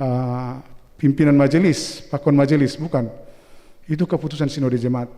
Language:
Batak Simalungun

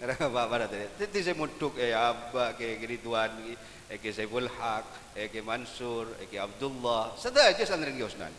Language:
Madurese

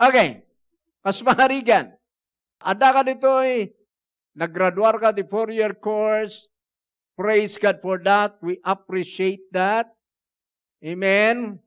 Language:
Iloko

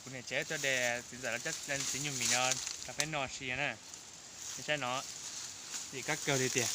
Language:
Hmong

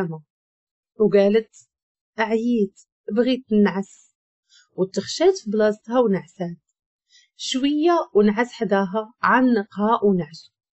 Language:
Moroccan Arabic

